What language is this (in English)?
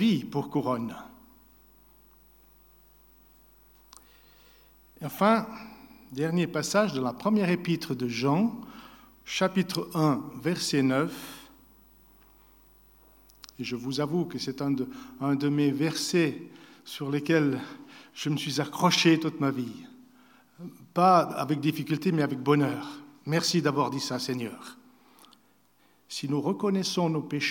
French